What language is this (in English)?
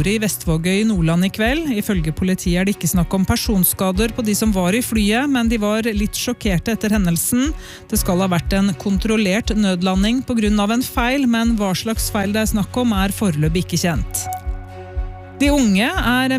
Norwegian